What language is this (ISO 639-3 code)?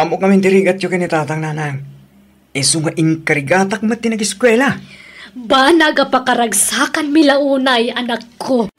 ilo